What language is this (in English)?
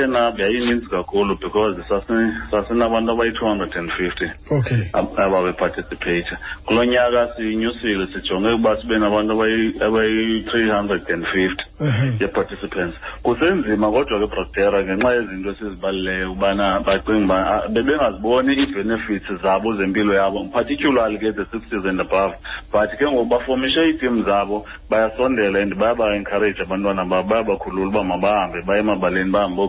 Xhosa